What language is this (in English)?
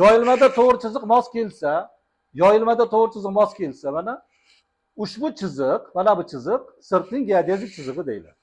Uzbek